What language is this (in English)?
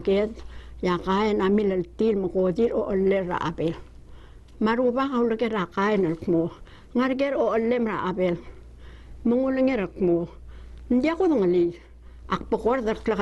Palauan